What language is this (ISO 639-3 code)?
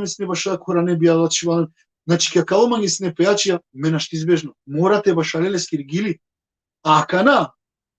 rmn